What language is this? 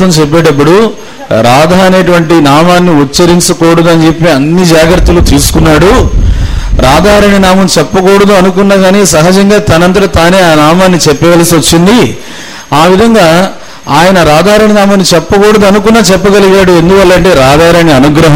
Telugu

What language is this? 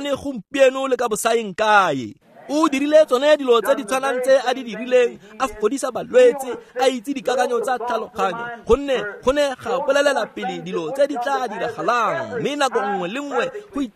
Tswana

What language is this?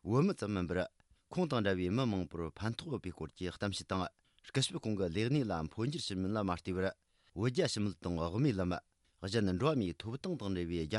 Tibetan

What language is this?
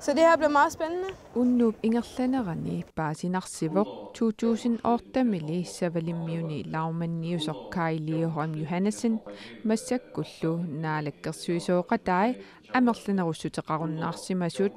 Kalaallisut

